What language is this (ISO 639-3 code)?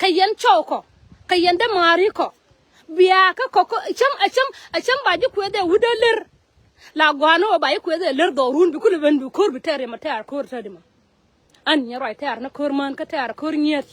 nus